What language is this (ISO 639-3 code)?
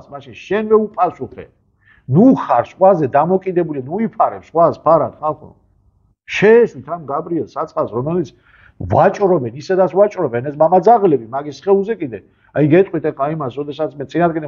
kat